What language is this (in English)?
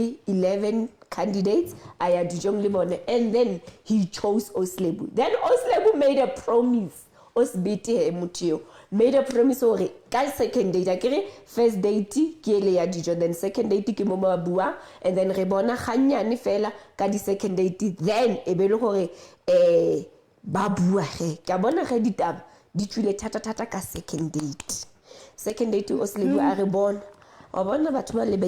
Southern Sotho